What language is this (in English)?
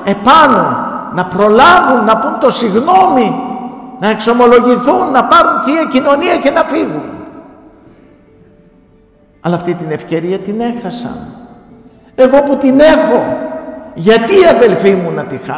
Greek